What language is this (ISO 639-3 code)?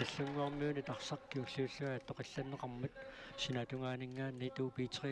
kal